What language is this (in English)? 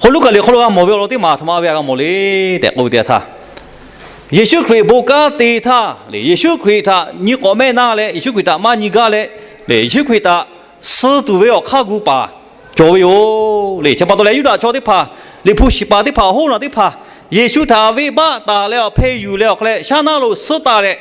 Lahu